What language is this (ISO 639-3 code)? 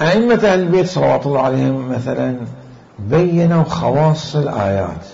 acm